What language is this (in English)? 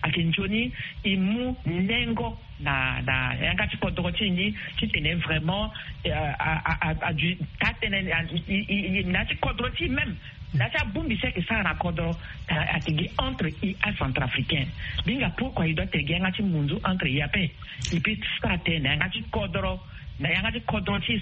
Sango